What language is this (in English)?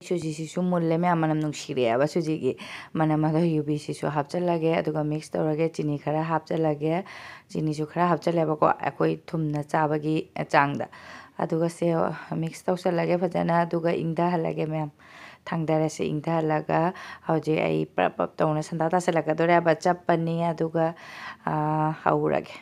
Manipuri